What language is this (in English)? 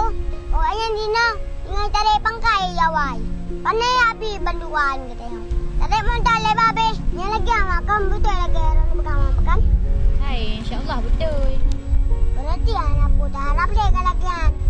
Achinese